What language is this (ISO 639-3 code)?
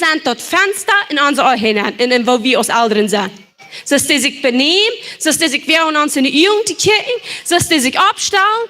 pdt